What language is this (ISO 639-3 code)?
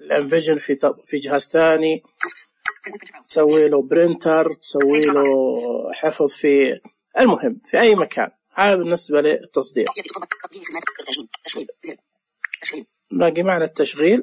ars